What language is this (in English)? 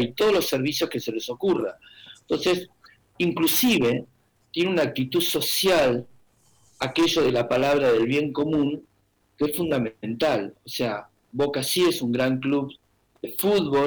Spanish